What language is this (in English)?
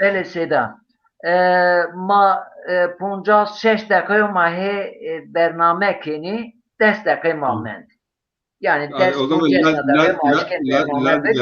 Zaza